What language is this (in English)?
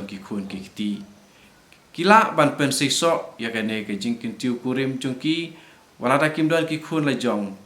Khasi